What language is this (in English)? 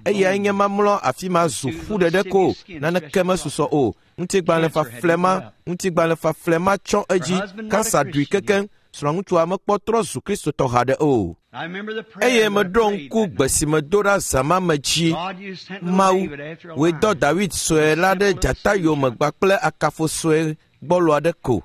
Ewe